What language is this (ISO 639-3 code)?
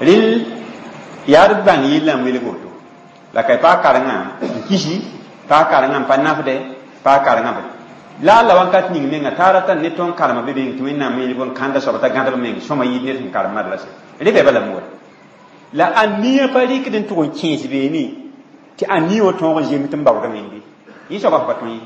mos